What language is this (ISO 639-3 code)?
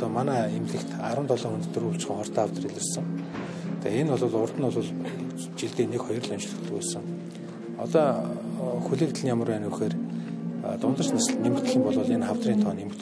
mon